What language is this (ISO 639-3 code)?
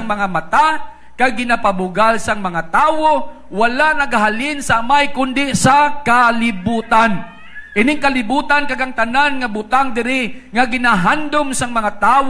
hil